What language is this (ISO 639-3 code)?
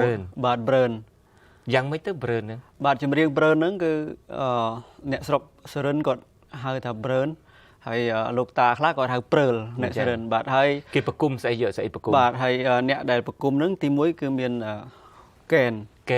khm